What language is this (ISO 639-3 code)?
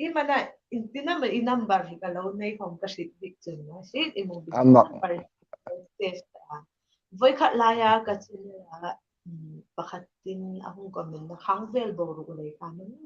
hmr